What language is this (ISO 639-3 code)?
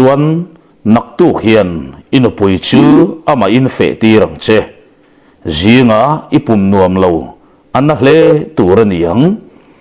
lus